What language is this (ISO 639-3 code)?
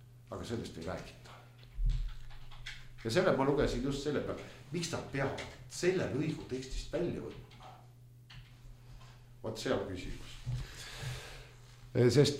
est